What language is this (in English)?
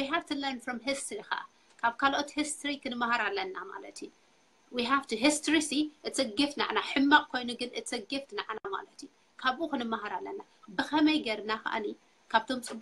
Tigrinya